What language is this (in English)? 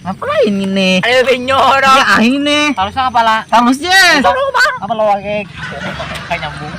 Banjar